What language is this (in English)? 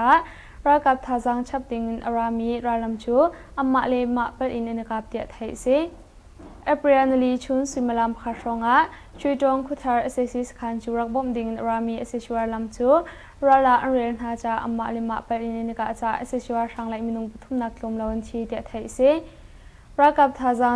Hakha Chin